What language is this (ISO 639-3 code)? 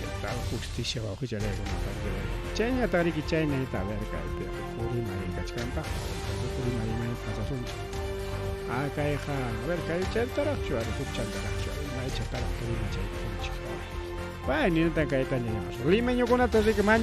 quy